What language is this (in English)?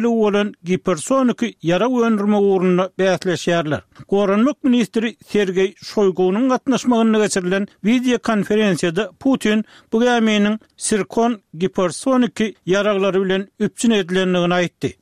Turkmen